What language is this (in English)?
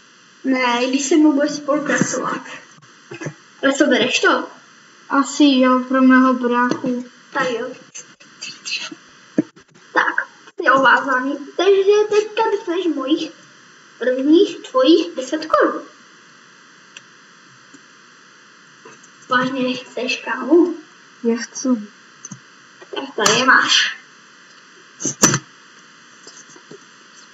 Czech